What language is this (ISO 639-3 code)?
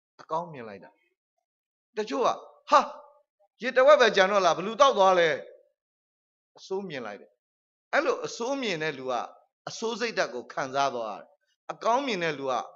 mya